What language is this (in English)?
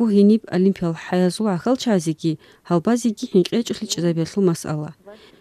Avaric